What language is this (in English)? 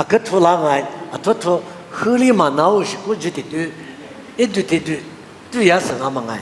Lisu